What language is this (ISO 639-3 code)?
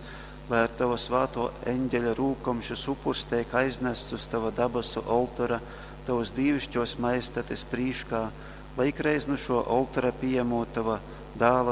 ltg